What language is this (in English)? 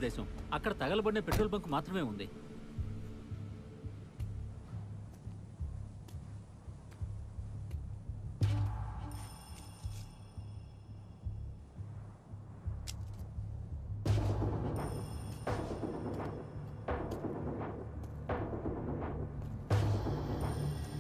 Telugu